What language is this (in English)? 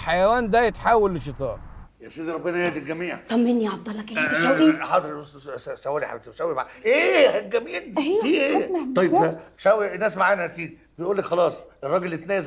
Egyptian Arabic